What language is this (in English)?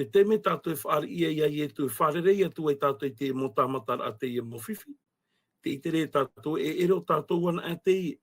Tahitian